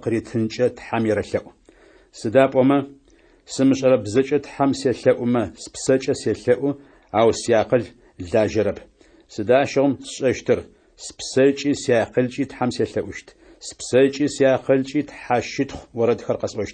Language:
Adyghe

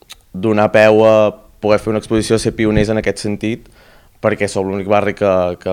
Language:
Catalan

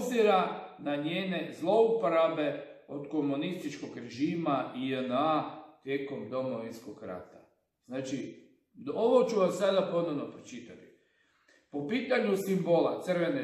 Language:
Croatian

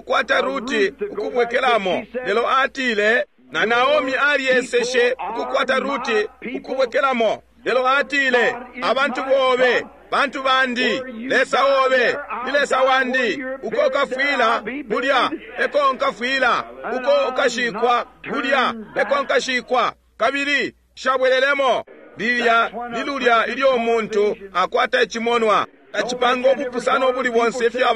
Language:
Bemba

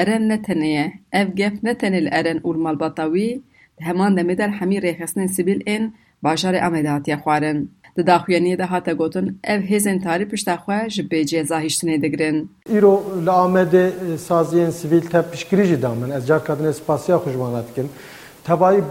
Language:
Kurdish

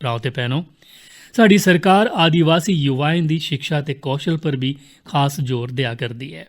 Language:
Dogri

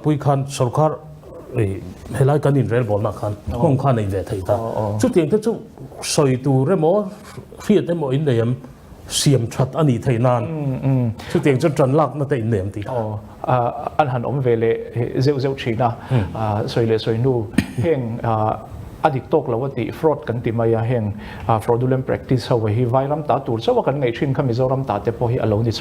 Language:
Mizo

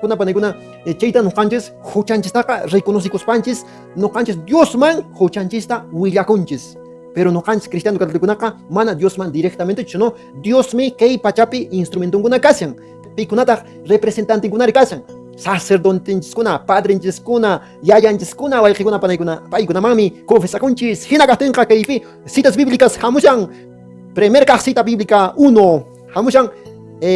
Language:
Quechua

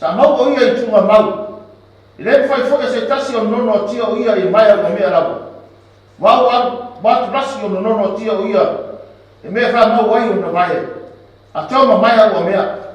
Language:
Samoan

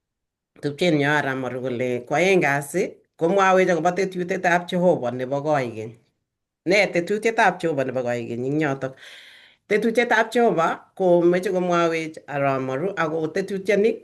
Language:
Kalenjin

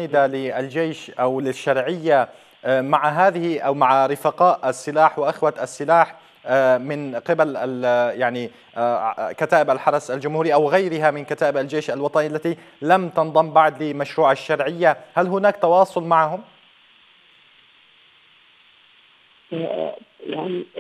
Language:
Arabic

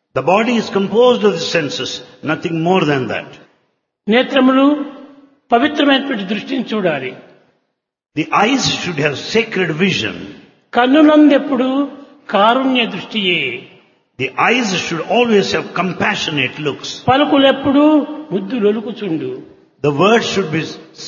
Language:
Telugu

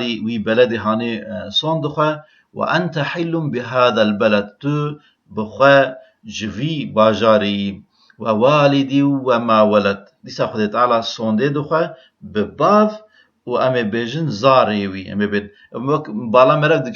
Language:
Kurdish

